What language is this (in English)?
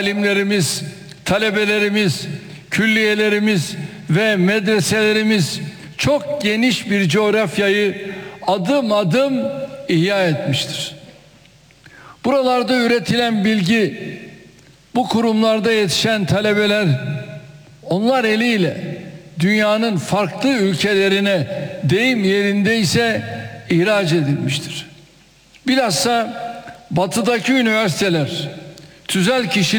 Turkish